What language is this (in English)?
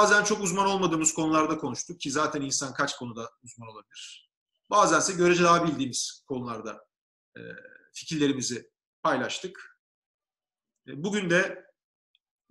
Turkish